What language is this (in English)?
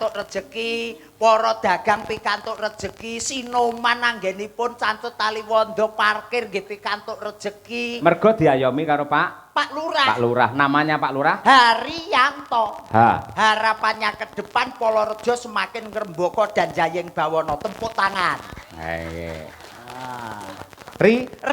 Javanese